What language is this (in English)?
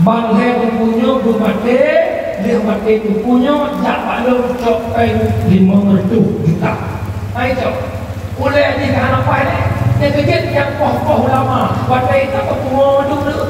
Achinese